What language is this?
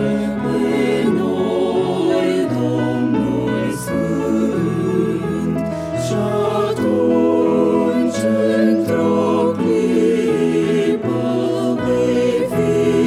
Romanian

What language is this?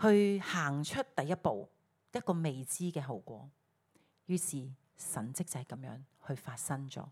Cantonese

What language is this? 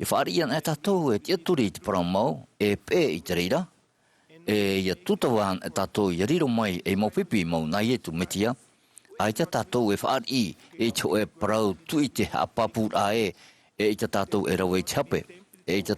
Tahitian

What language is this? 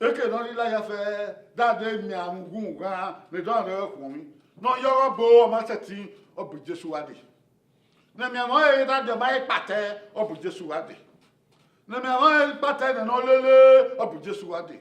Bini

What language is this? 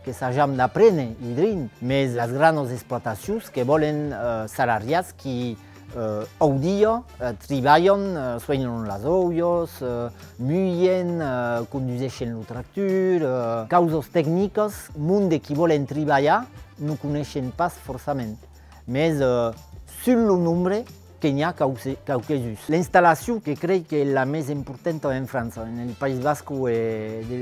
Occitan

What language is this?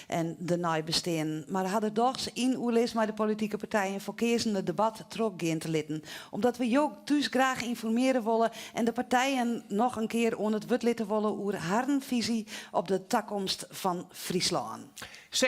Western Frisian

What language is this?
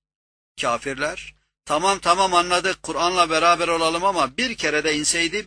Turkish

